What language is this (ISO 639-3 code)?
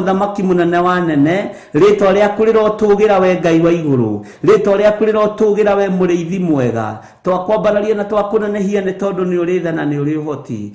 kik